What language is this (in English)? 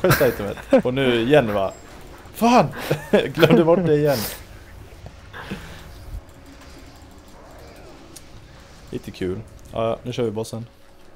Swedish